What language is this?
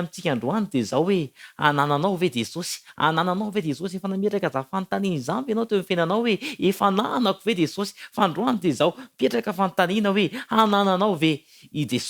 Malagasy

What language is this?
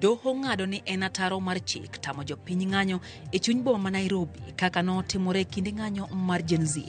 Luo (Kenya and Tanzania)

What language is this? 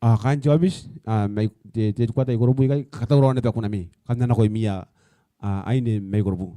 Gilbertese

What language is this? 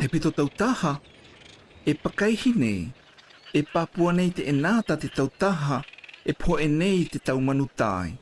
South Marquesan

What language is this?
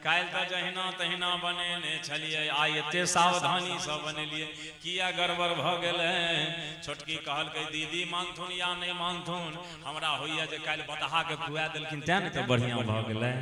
Maithili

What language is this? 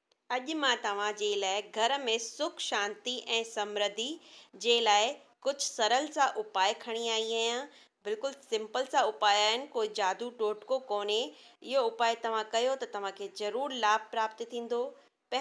Sindhi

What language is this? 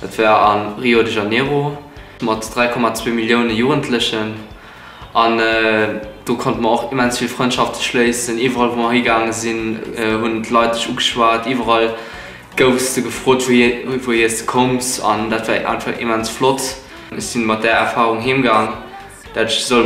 Luxembourgish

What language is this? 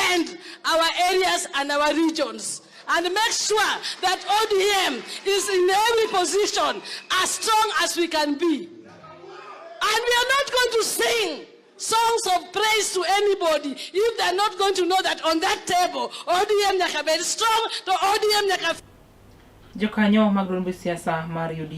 Luo (Kenya and Tanzania)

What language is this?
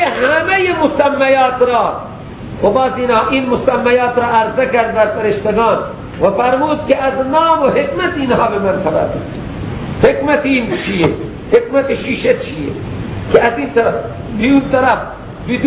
Persian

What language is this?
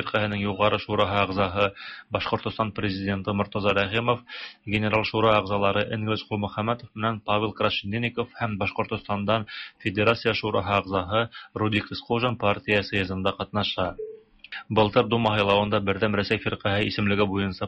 Tatar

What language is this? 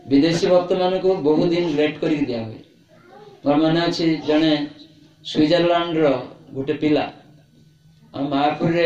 Odia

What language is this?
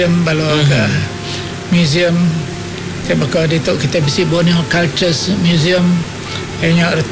Iban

